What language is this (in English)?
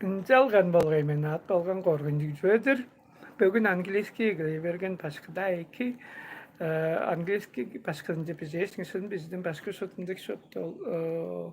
Tuvinian